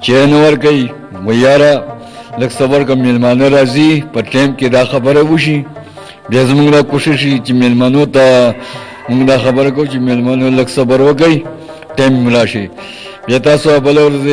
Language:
Pashto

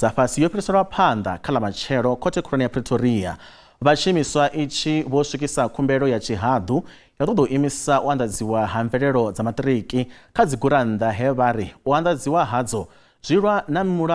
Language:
Venda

